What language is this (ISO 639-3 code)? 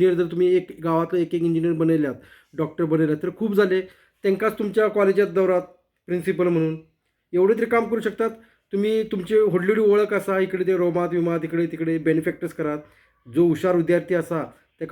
kok